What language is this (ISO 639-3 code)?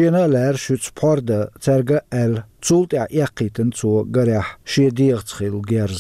che